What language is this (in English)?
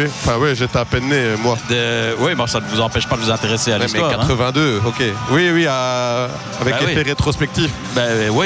French